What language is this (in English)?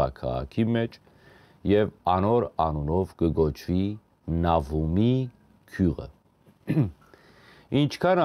Western Armenian